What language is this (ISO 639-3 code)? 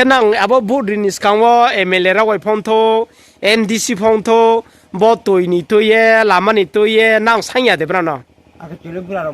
ria